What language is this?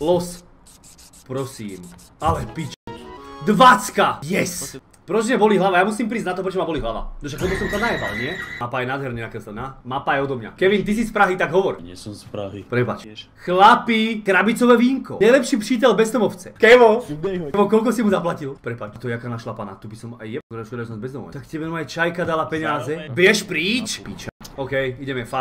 Slovak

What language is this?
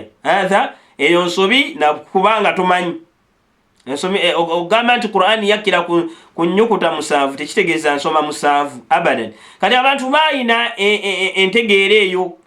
Ganda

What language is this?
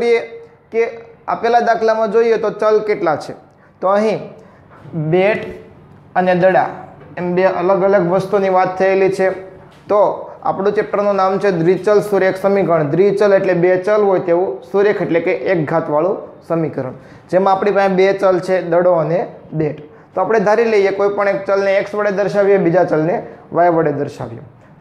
Gujarati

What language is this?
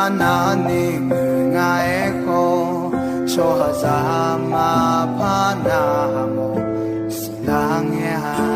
Akha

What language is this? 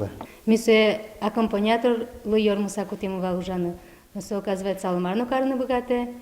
Udmurt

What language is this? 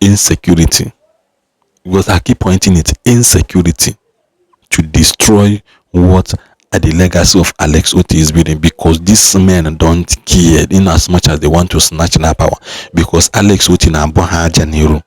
Igbo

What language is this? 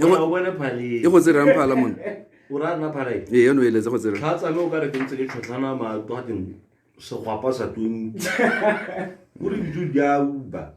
Tswana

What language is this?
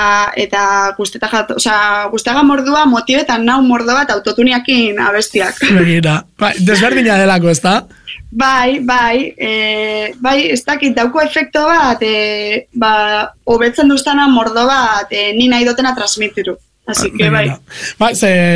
Basque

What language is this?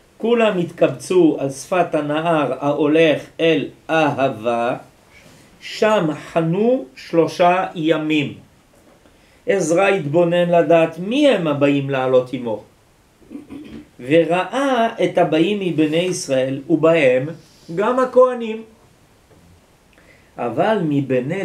Hebrew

